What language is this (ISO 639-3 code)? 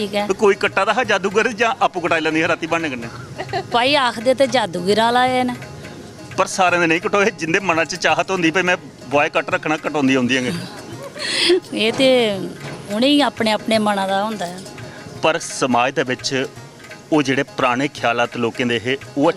doi